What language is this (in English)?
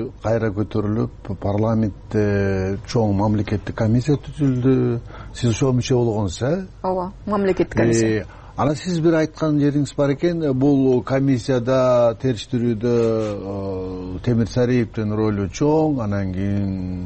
Kyrgyz